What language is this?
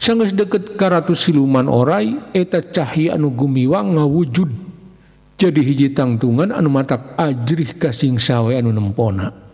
Sundanese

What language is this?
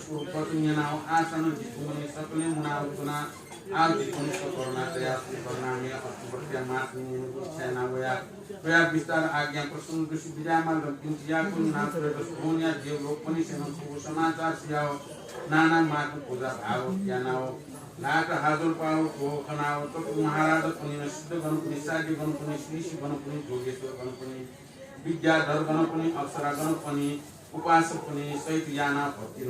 Newari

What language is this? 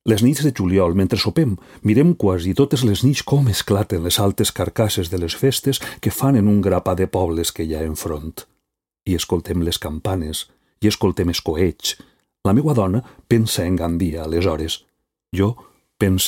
Catalan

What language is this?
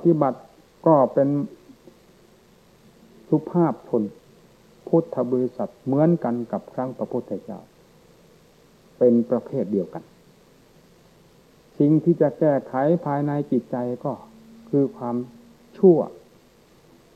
Thai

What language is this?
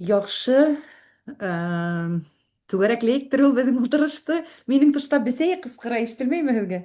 Bashkir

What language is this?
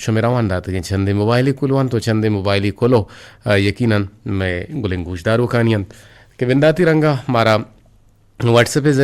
Eastern Balochi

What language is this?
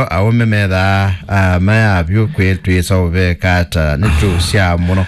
Kamba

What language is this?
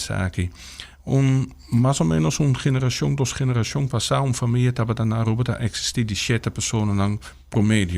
Papiamento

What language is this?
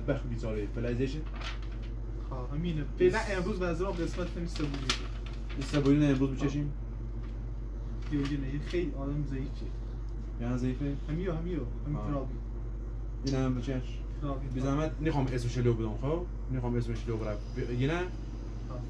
Persian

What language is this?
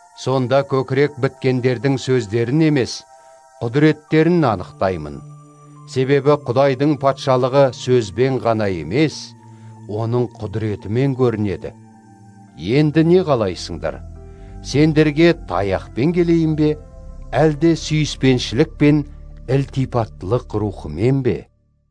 Kazakh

